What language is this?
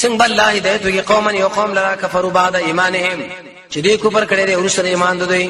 Pashto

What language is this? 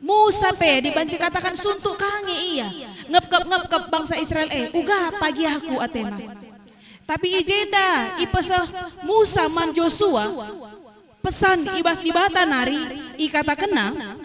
Batak Karo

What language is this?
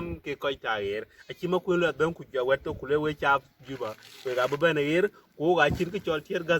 Dinka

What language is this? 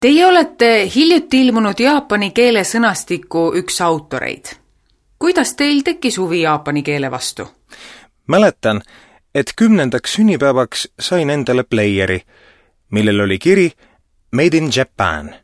Estonian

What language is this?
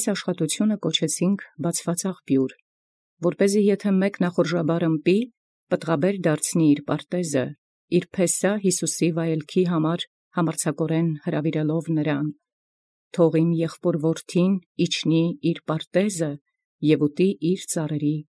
Armenian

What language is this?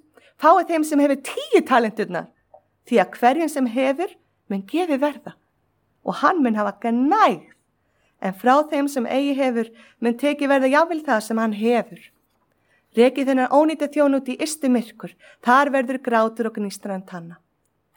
Icelandic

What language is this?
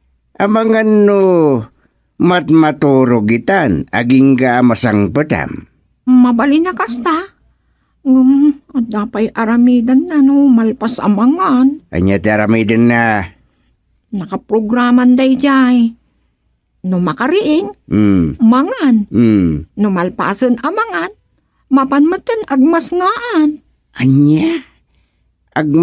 Iloko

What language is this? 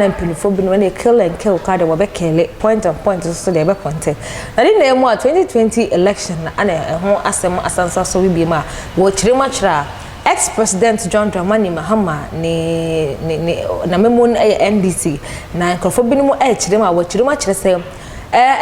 Akan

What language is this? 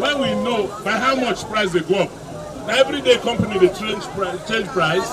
Nigerian Pidgin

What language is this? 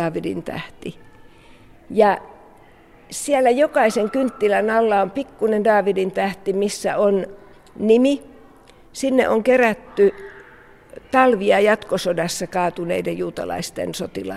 Finnish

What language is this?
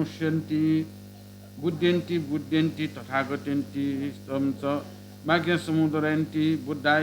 Newari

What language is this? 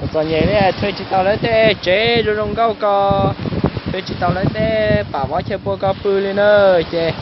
Hmong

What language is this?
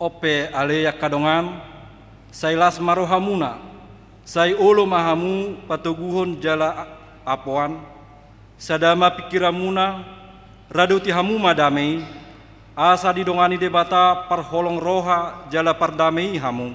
Batak Toba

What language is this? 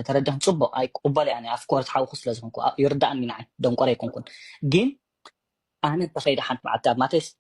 Tigrinya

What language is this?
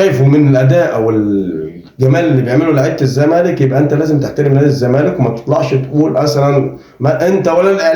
Egyptian Arabic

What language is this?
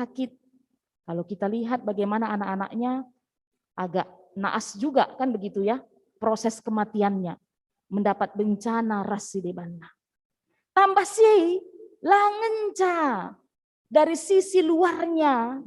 Batak Karo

